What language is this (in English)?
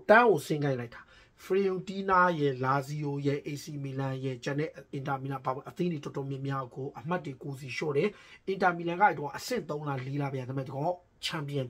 Burmese